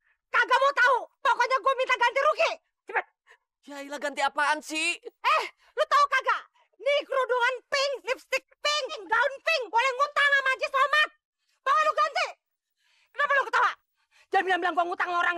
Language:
Betawi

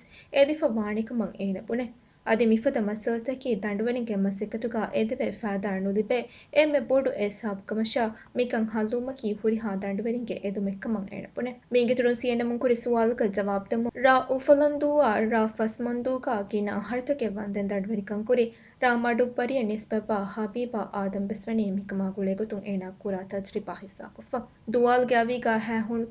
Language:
Divehi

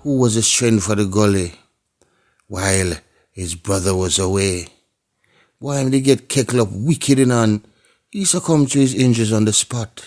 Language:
Jamaican Creole English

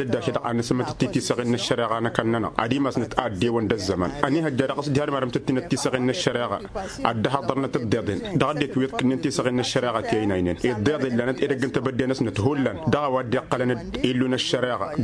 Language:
Tamasheq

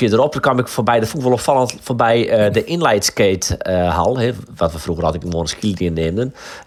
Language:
Western Frisian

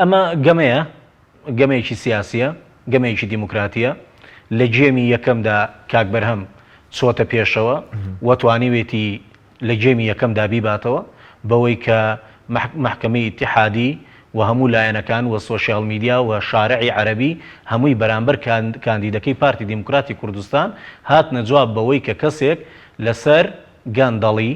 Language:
Central Kurdish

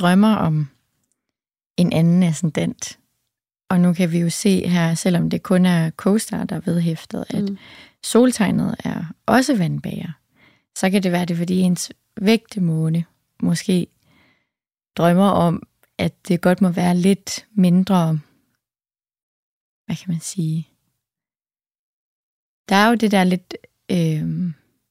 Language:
Danish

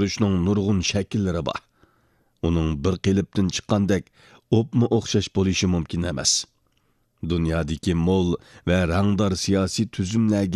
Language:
Uyghur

